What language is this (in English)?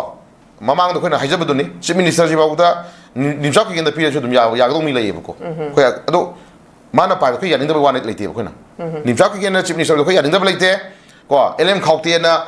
Manipuri